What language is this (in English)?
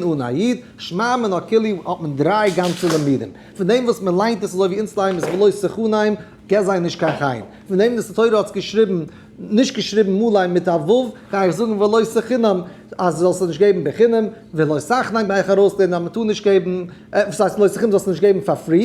Yiddish